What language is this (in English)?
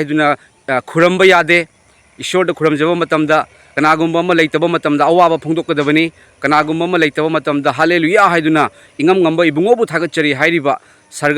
Manipuri